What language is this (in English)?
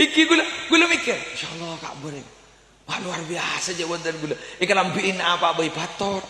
Madurese